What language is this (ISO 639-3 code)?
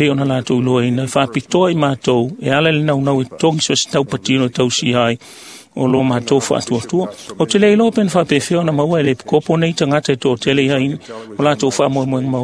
smo